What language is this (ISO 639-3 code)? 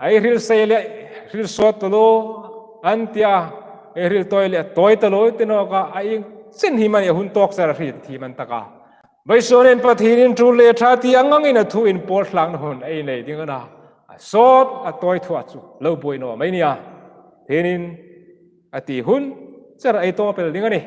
hmr